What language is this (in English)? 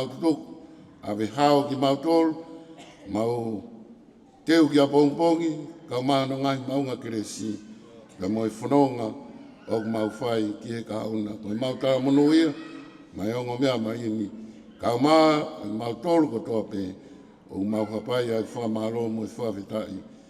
Tongan